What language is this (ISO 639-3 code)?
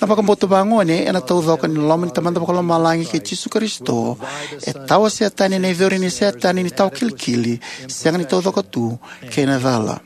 fij